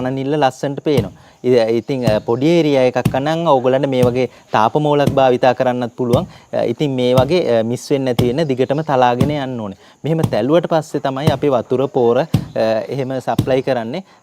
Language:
Sinhala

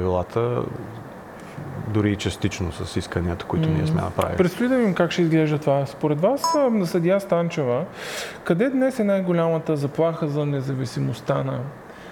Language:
Bulgarian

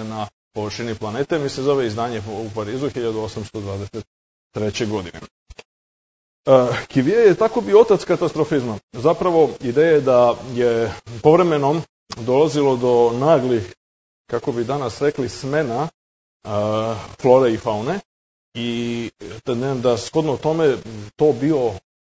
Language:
Serbian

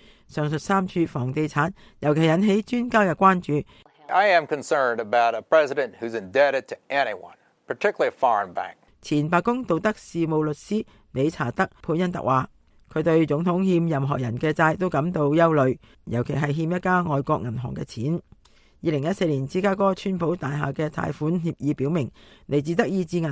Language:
Cantonese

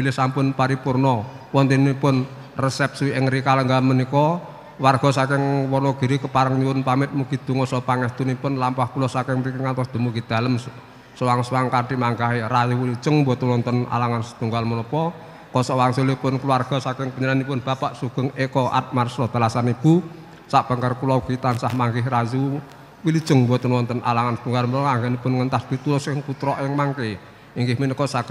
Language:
Javanese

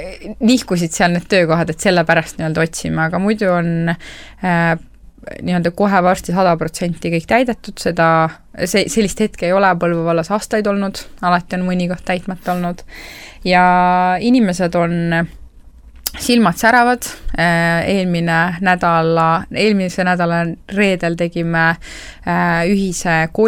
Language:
Estonian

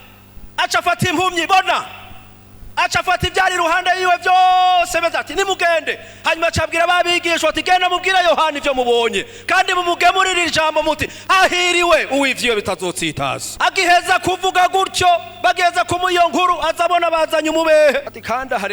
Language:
Rundi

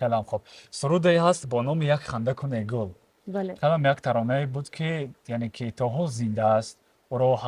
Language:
Tajik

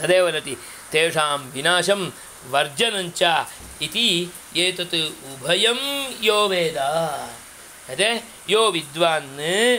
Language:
Sanskrit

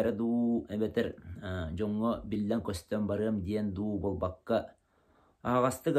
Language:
Yakut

